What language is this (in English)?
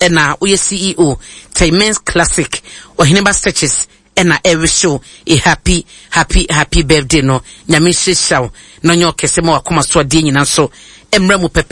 Akan